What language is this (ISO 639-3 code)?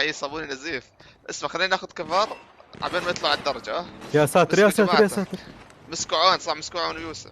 apc